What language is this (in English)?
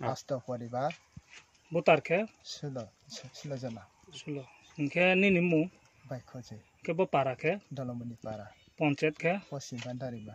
Kok Borok